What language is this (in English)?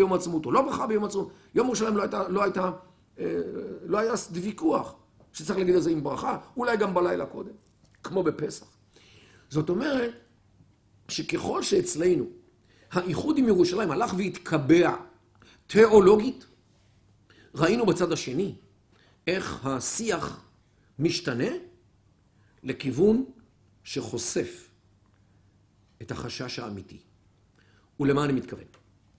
Hebrew